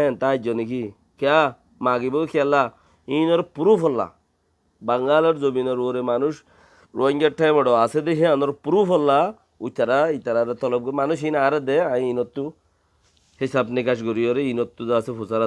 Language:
Rohingya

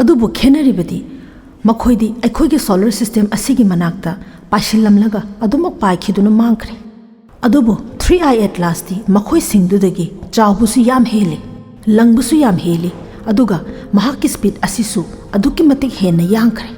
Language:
Manipuri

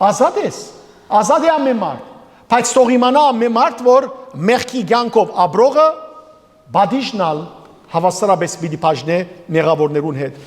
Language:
Western Armenian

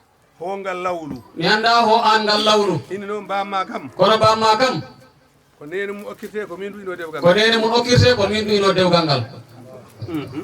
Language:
Fula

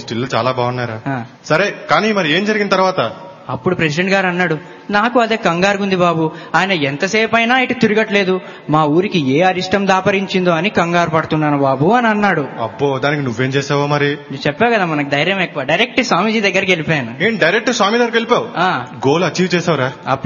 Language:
Telugu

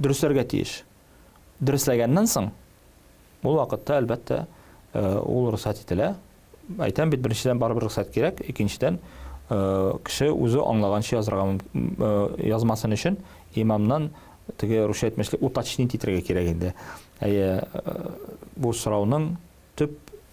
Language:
Tatar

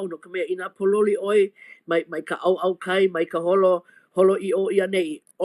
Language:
Hawaiian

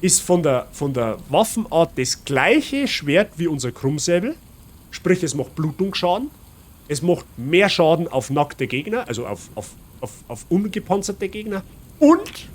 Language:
Bavarian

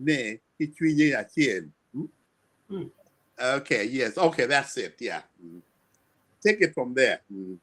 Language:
Acoli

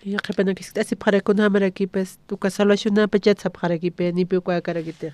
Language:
Aymara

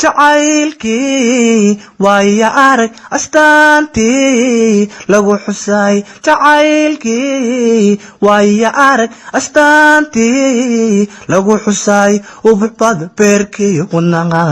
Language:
Somali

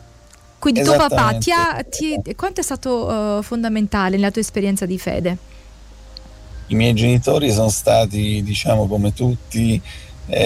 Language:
Italian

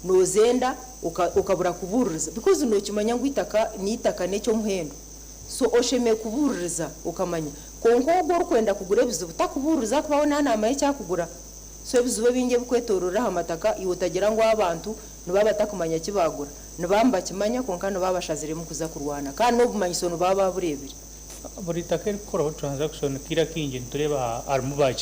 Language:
Nyankole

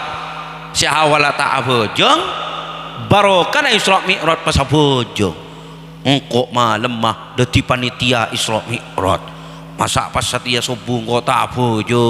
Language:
Madurese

